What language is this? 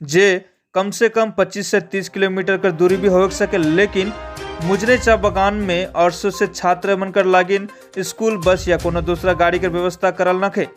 Sadri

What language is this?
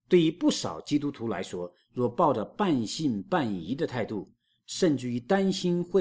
Chinese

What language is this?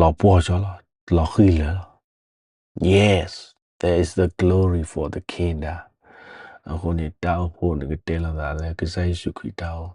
S'gaw Karen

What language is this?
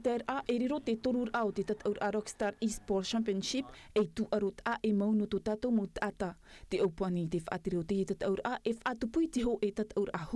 Tahitian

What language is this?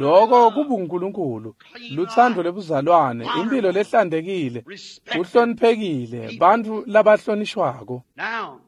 Swati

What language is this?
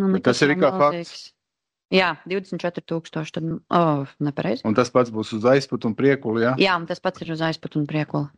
Latvian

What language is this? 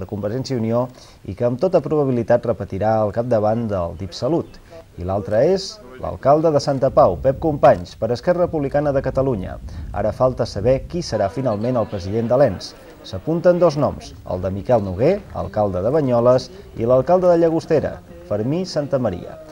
Catalan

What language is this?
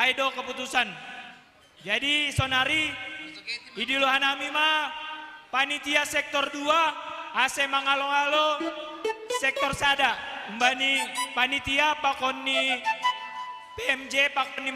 Batak Simalungun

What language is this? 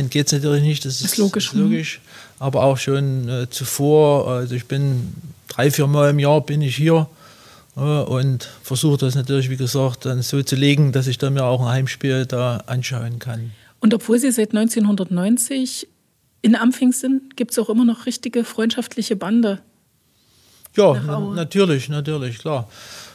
German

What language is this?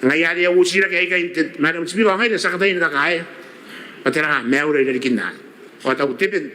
Gilbertese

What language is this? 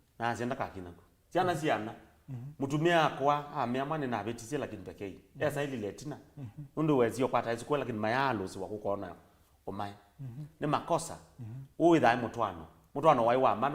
Kamba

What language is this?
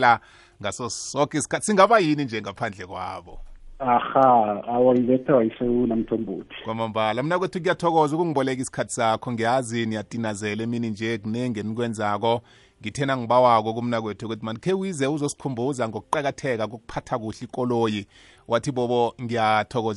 South Ndebele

